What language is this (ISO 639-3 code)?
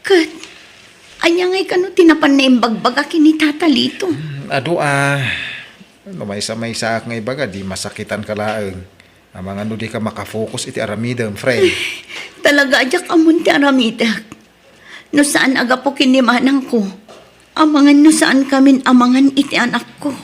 ilo